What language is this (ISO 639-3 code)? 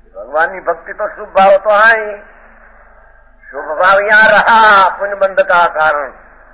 guj